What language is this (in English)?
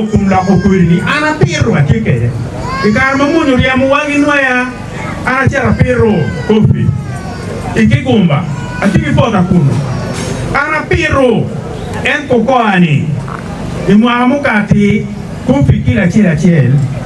Acoli